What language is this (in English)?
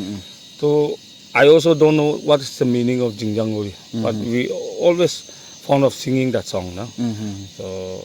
Naga Pidgin